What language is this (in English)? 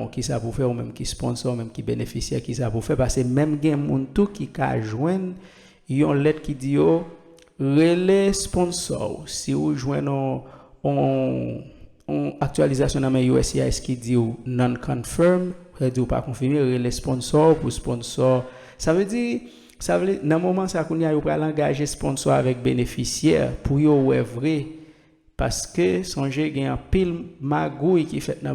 Haitian Creole